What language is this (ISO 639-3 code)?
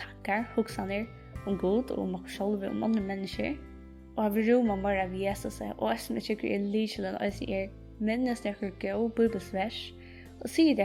fao